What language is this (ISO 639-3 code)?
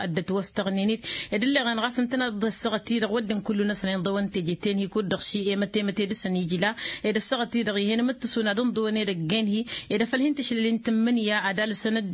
taq